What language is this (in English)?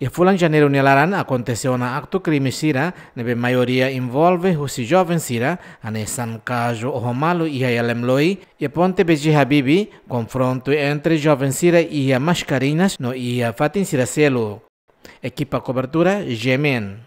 Tetum